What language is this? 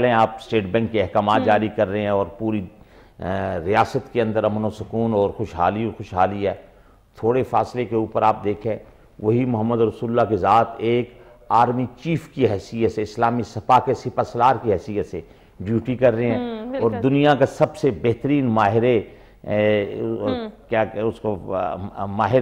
Urdu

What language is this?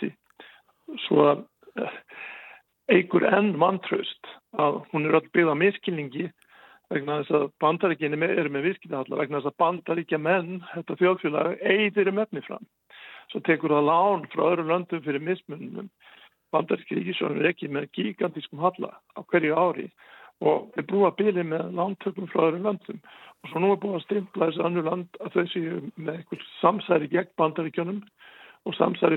Icelandic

